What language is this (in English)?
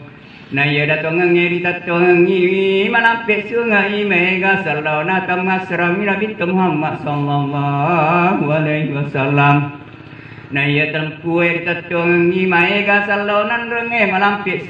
Buginese